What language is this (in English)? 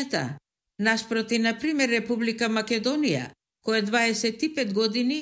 Macedonian